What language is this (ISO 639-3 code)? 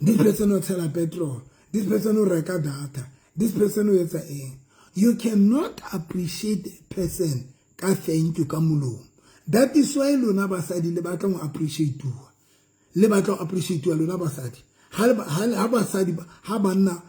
sot